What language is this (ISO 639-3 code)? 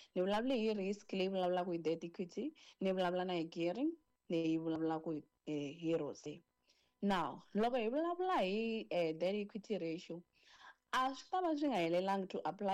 tso